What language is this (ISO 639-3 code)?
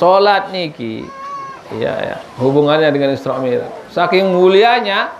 sas